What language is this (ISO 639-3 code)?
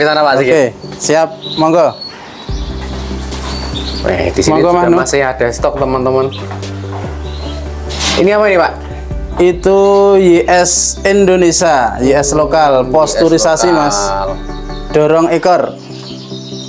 ind